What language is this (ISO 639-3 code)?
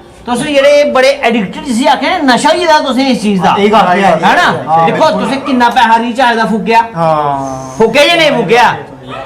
doi